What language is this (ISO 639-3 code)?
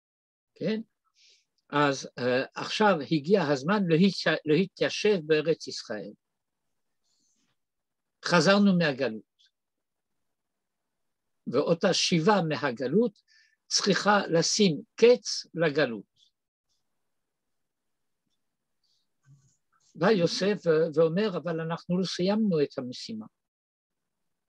heb